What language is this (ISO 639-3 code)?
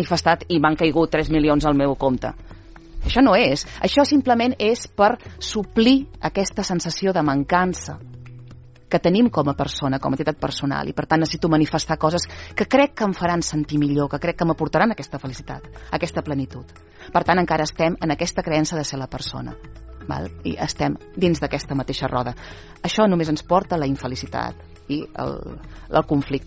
cat